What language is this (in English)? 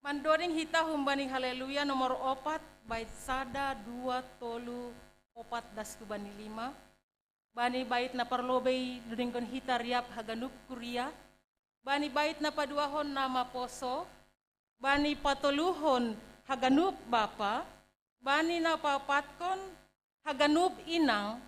Batak Simalungun